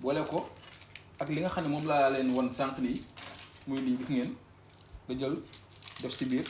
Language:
Wolof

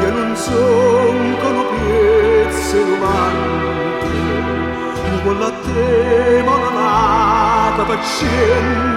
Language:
Neapolitan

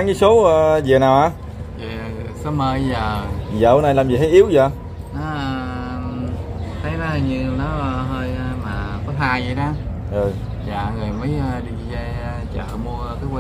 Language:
Vietnamese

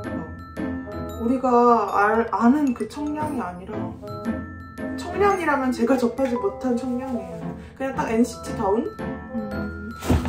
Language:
Korean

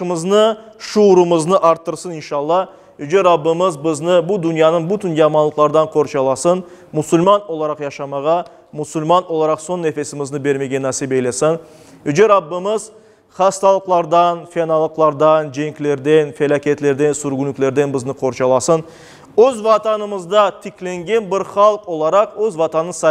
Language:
Crimean Tatar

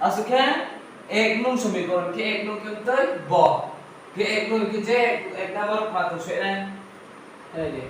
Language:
Riang (India)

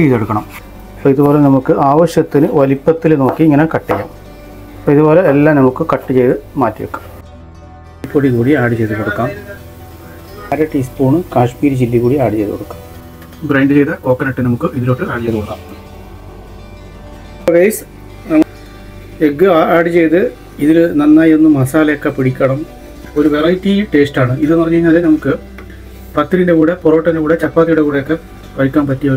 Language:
Malayalam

